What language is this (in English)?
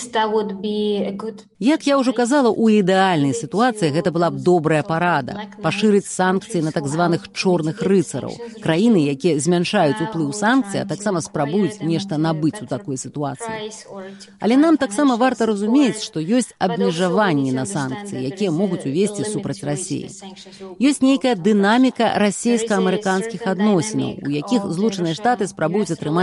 Belarusian